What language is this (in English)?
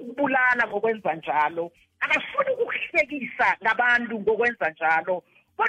South Ndebele